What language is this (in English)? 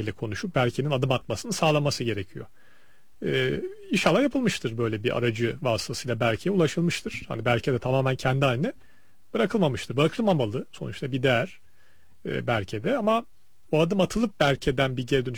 Turkish